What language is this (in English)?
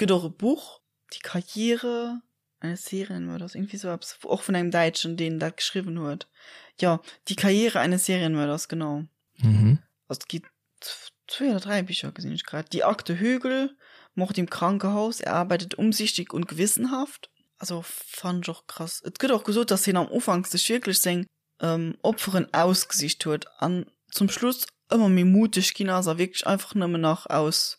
Luxembourgish